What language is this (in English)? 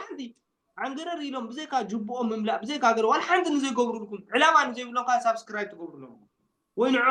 Tigrinya